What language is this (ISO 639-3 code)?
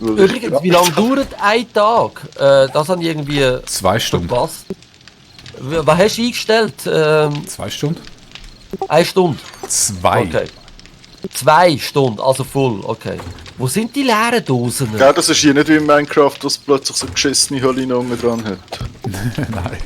gsw